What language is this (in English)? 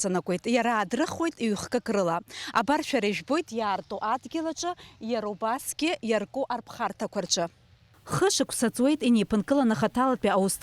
Abkhazian